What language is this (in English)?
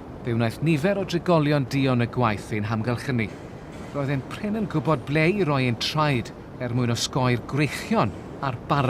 Welsh